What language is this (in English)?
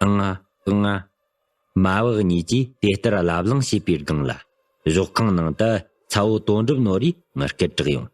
Tibetan